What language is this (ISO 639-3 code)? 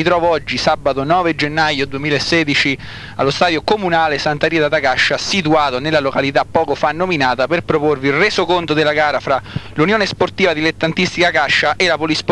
ita